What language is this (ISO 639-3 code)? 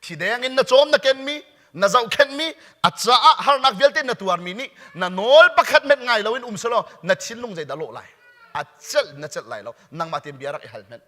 cnh